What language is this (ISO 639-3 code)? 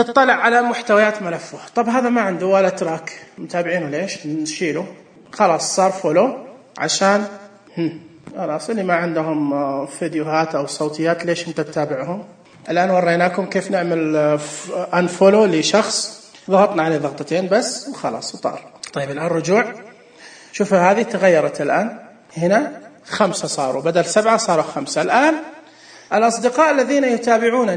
ars